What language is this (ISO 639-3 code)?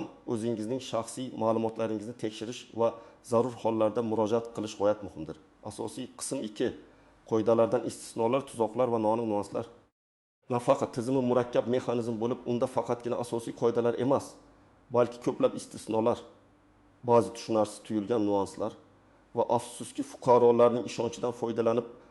uzb